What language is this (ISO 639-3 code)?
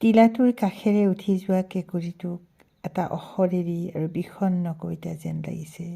asm